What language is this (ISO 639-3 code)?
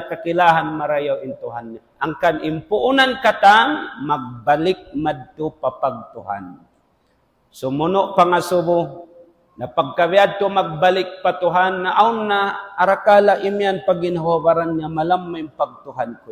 tsg